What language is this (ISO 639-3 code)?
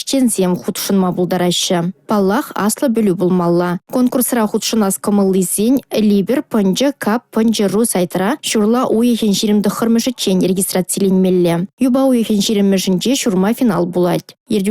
chv